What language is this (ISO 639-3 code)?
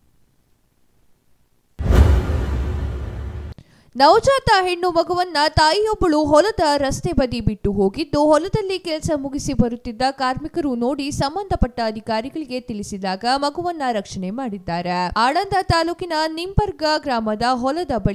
kan